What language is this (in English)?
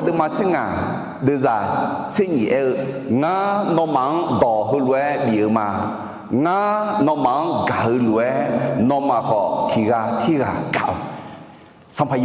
Akha